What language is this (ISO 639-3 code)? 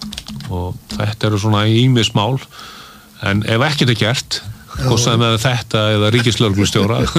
isl